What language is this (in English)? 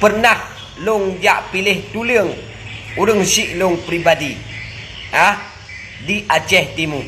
Achinese